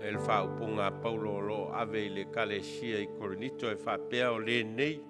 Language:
Samoan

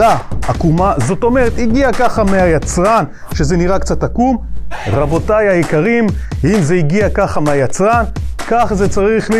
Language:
Hebrew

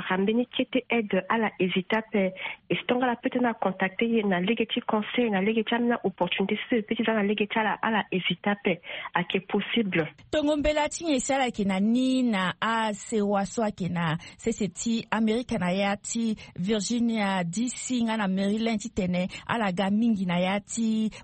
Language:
Sango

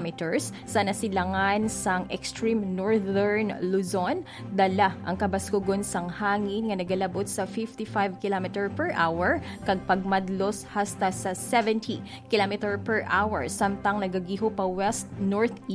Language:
Hiligaynon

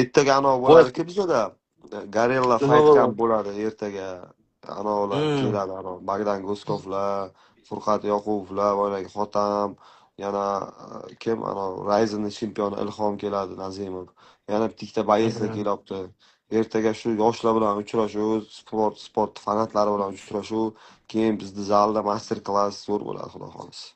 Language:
Uzbek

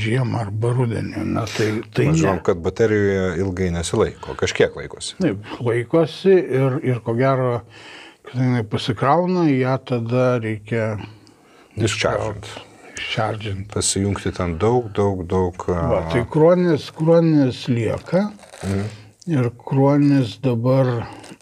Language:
Lithuanian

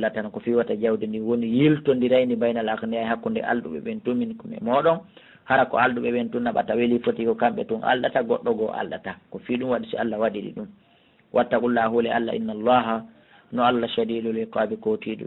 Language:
Fula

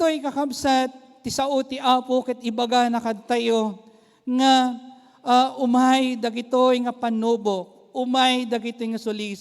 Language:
Iloko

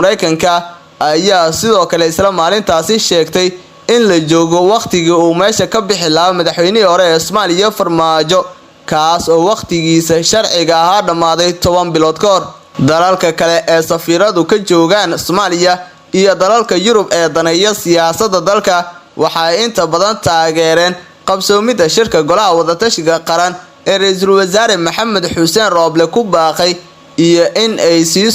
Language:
Somali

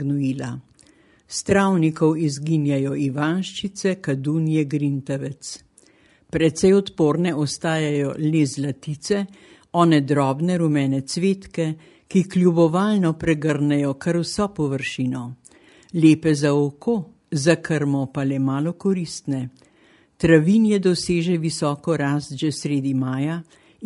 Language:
Slovenian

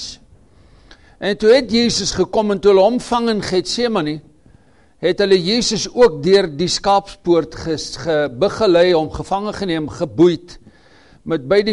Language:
Afrikaans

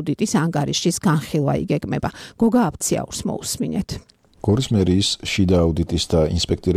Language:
Georgian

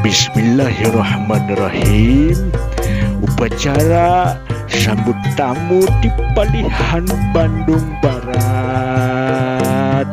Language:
Sundanese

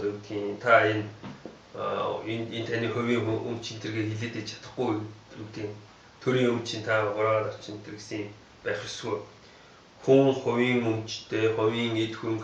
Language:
Mongolian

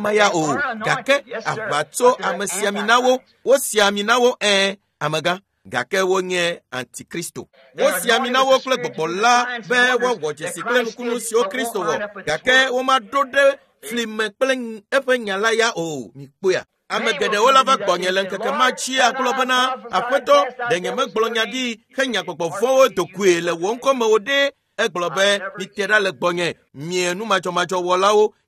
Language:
Ewe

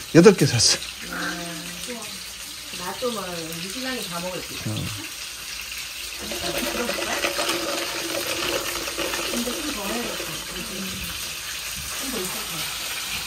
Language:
Korean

